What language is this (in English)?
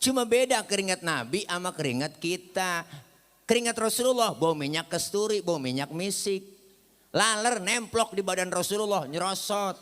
Betawi